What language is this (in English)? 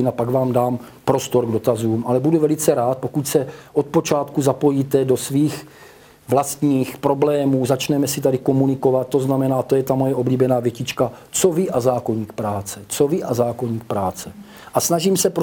Czech